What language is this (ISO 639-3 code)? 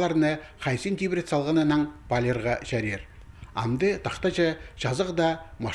kjh